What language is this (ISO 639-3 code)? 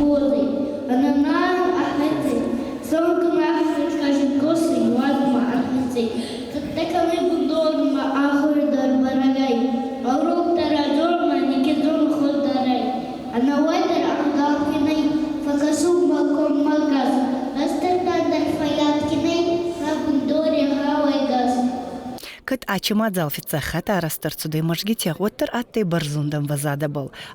oss